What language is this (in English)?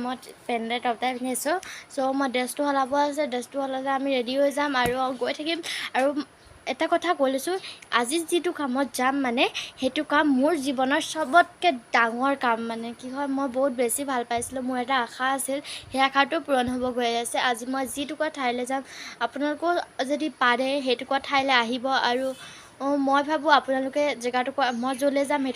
Assamese